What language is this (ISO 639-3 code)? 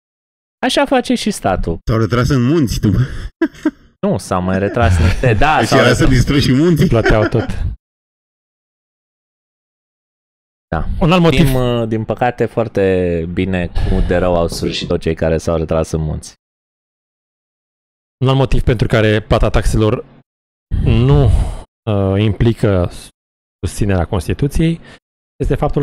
ron